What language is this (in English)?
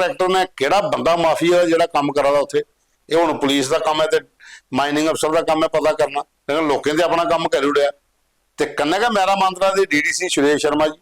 Dogri